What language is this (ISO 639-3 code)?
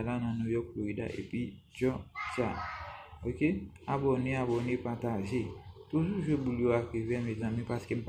hat